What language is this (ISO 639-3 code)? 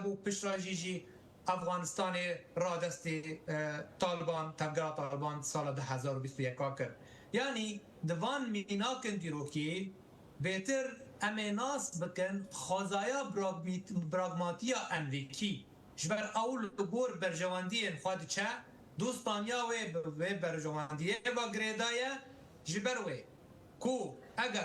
kur